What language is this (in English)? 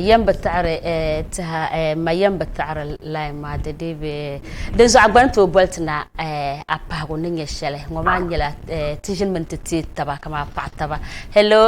Dagbani